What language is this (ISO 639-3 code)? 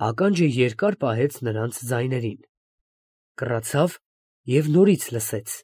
hye